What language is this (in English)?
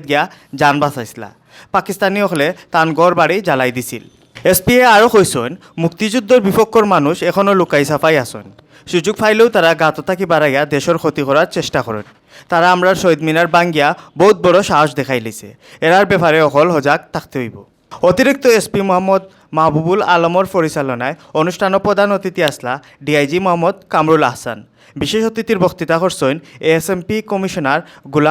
Sylheti